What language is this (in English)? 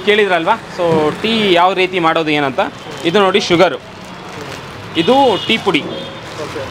Kannada